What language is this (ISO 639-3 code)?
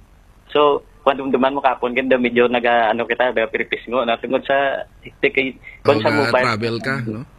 hil